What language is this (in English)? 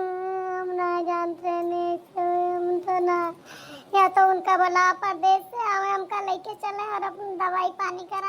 Awadhi